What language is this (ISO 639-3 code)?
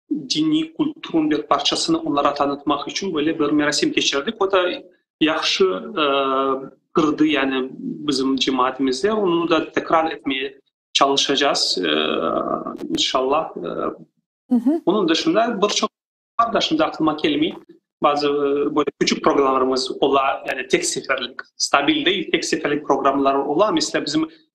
crh